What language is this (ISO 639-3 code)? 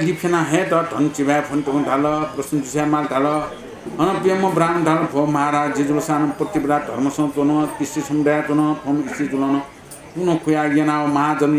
new